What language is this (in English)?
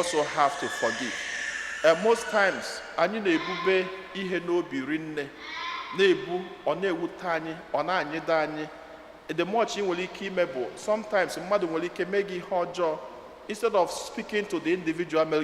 Igbo